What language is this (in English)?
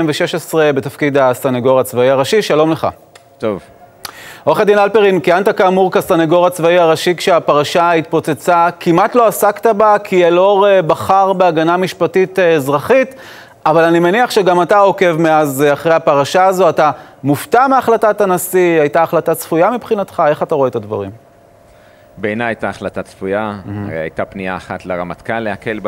Hebrew